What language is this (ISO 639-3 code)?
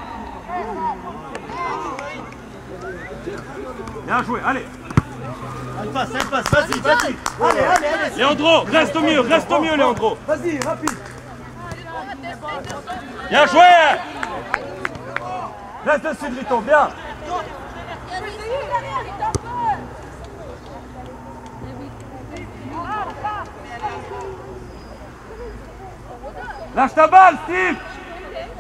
fra